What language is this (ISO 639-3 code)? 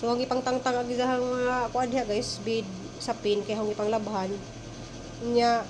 ceb